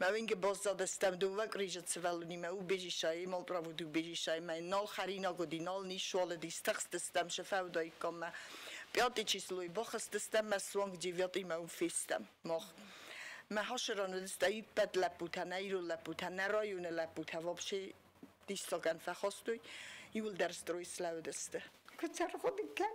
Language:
Ossetic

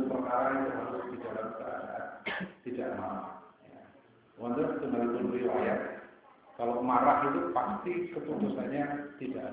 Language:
Indonesian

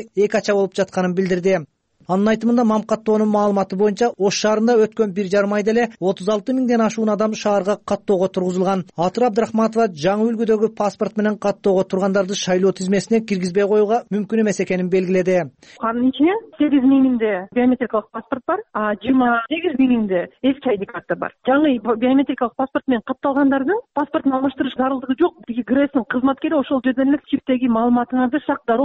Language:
Kyrgyz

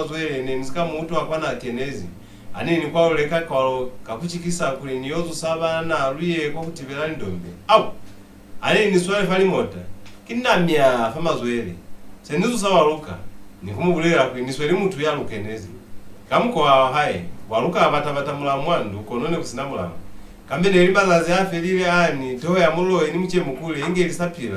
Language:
Lozi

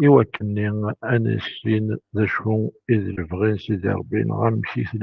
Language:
Kabyle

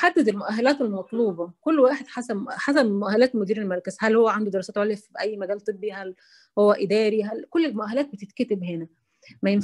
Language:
Egyptian Arabic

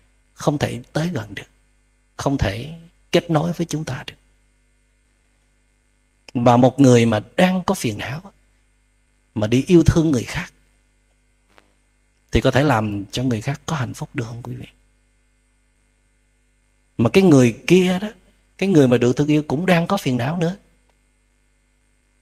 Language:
Vietnamese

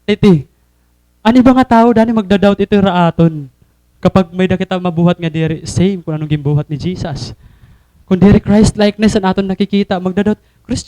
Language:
Waray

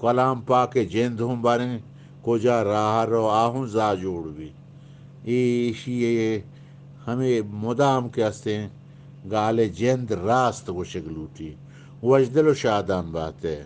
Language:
Eastern Balochi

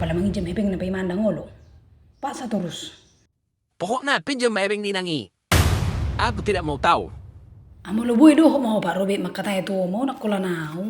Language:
Batak Toba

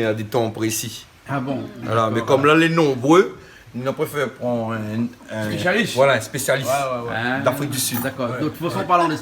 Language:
Réunion Creole French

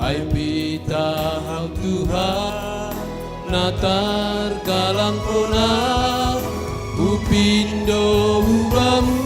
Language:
Batak Simalungun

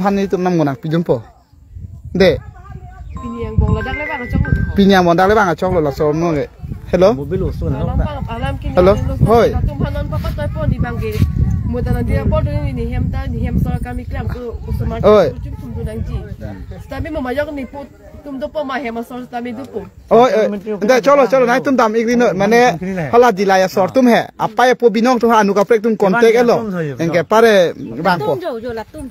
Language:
Karbi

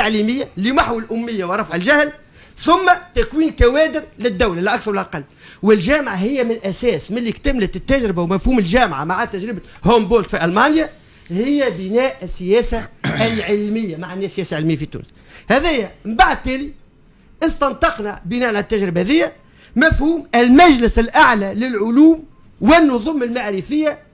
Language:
Tunisian Arabic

